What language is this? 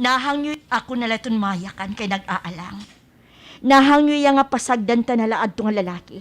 Waray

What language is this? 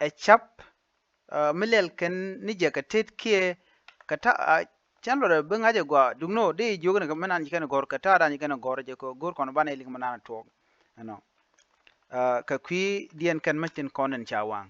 Nuer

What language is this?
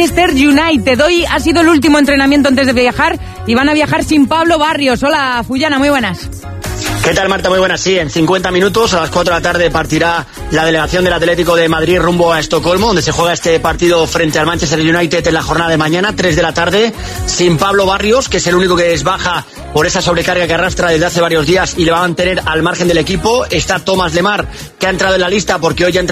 Spanish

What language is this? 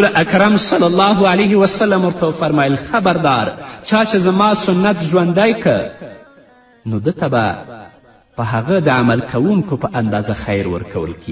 Pashto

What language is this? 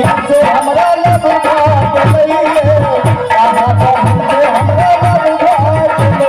Maithili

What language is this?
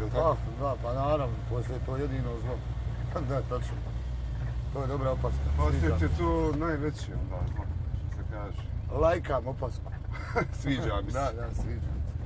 Bosnian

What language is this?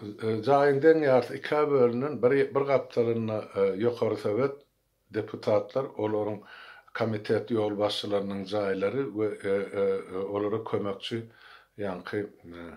Turkmen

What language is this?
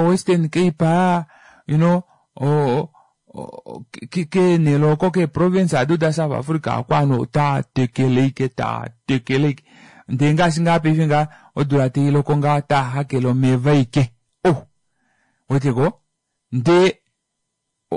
Kuanyama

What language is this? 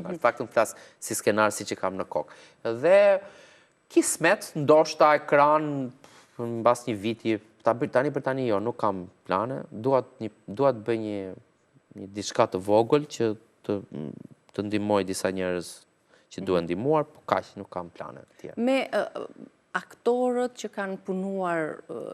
Albanian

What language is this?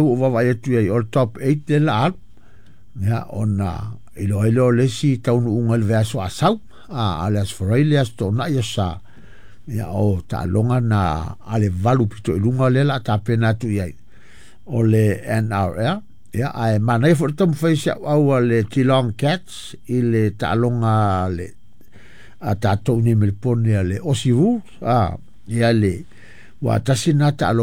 Samoan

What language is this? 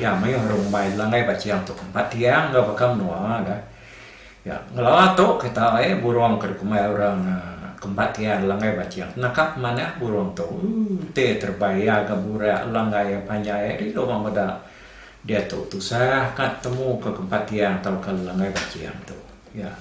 Iban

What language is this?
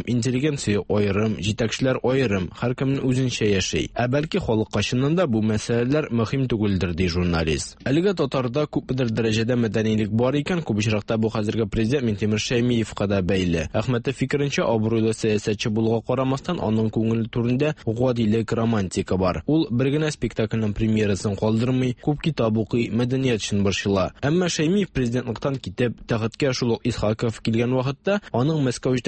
Tatar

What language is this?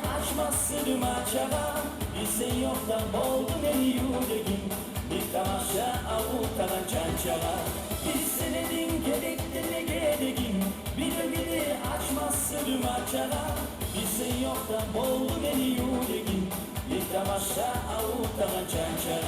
Kumyk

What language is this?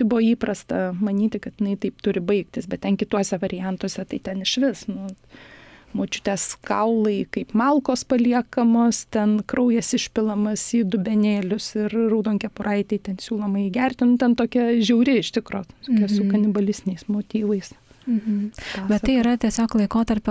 Lithuanian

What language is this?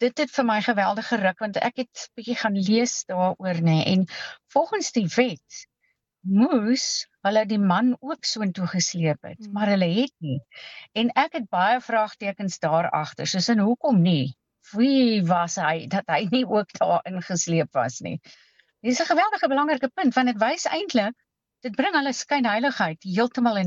Afrikaans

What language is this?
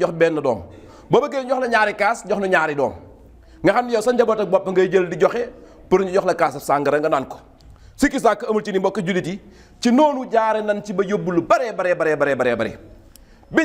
Wolof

